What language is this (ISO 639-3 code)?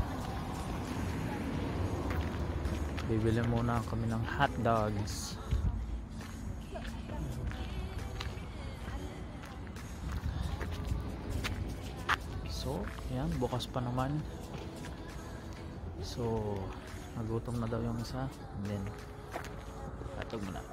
fil